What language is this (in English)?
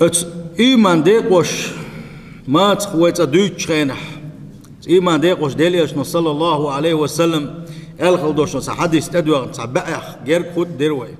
Chechen